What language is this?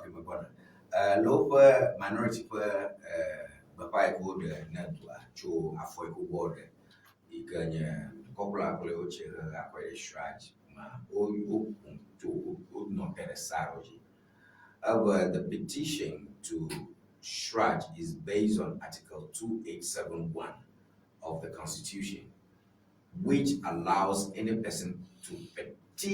Ewe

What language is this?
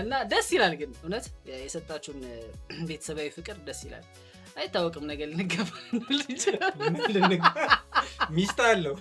Amharic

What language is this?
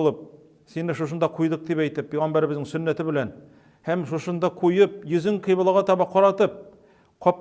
Tatar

